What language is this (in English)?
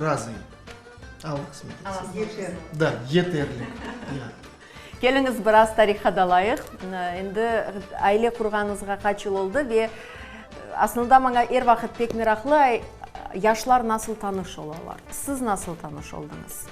Crimean Tatar